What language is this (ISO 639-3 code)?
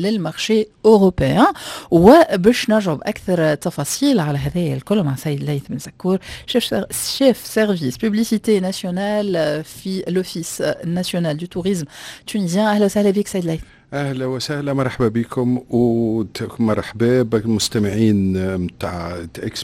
aeb